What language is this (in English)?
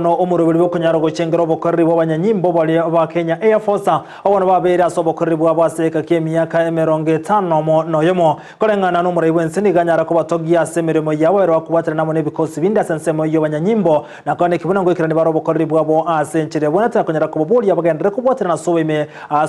Gusii